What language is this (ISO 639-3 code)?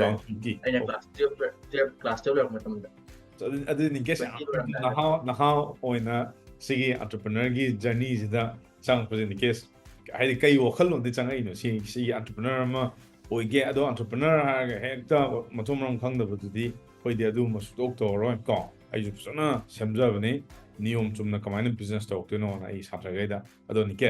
mni